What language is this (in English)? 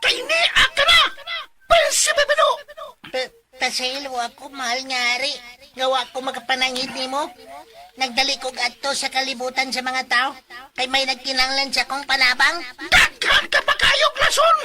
Cebuano